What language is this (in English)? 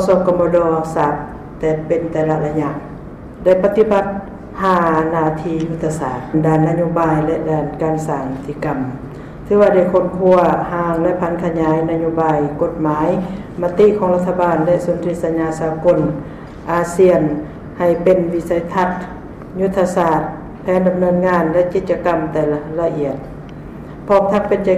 Lao